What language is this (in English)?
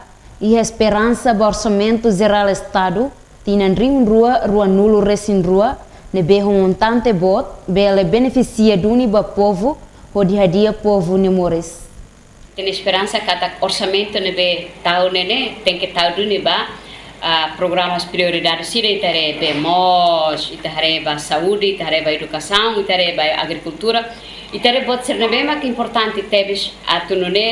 Tetum